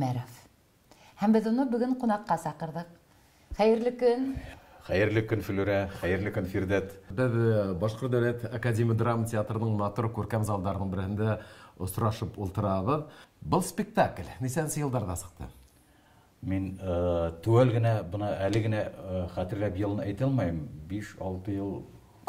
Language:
Bashkir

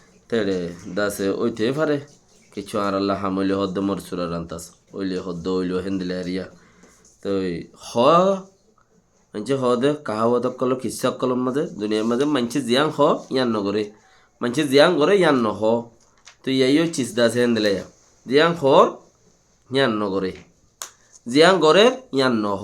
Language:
Rohingya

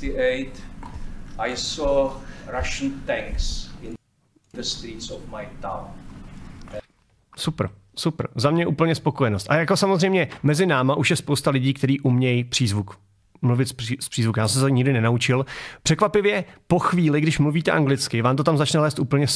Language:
Czech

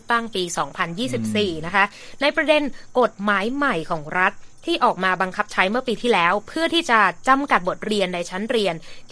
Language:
Thai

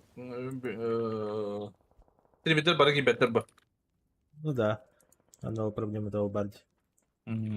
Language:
Yakut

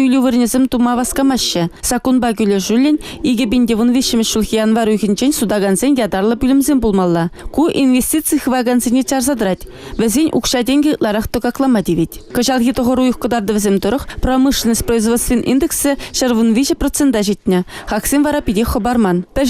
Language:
Chuvash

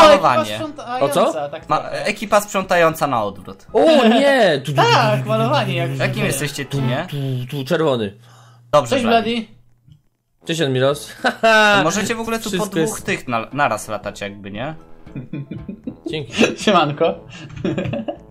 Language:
Polish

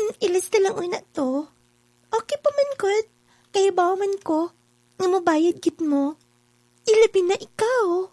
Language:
Cebuano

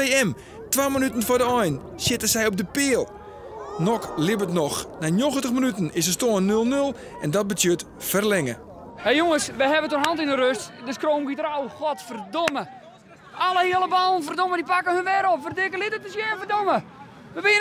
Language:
Western Frisian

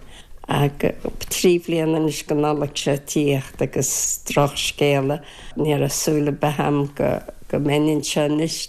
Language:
Irish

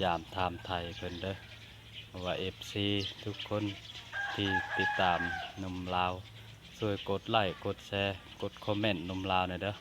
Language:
Lao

